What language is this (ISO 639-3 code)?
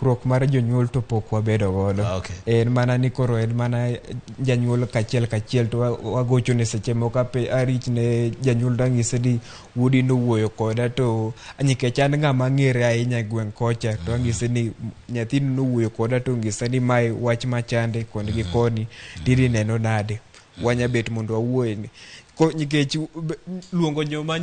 luo